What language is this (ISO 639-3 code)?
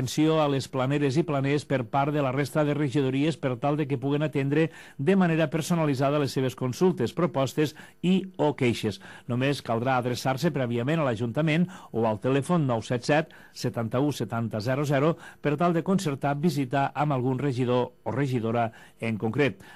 cat